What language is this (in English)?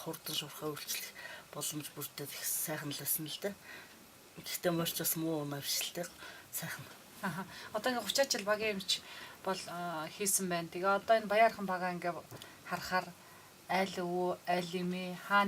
Mongolian